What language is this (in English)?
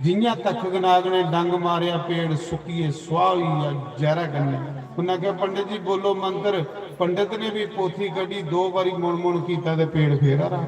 Dogri